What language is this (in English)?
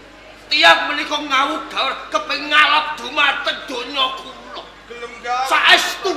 Javanese